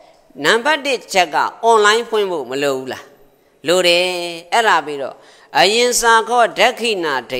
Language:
Burmese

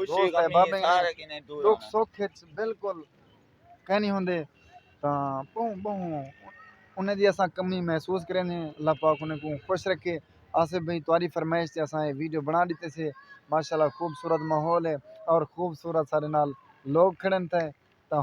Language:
Saraiki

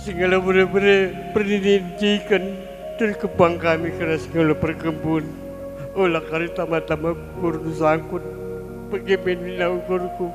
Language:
Batak Karo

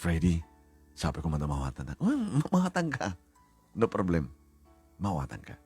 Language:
Iloko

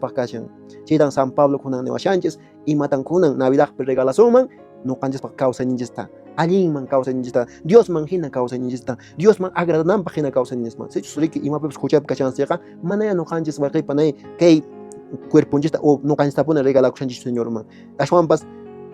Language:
Quechua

